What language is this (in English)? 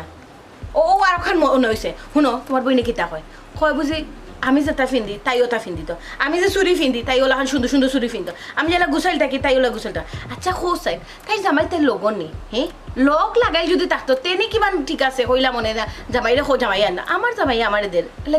Sylheti